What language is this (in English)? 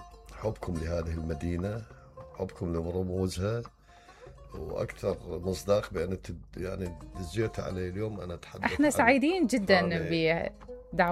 Mesopotamian Arabic